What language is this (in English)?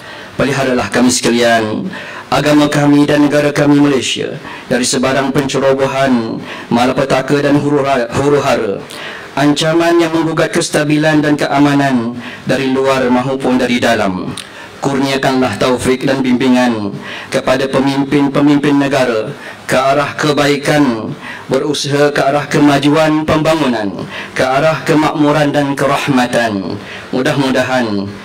Malay